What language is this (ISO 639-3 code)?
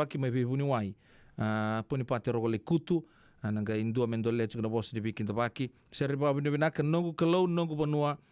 fij